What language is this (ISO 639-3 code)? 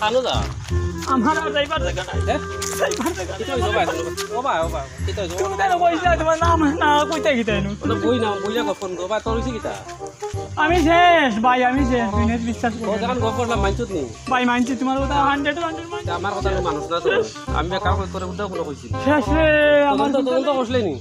syl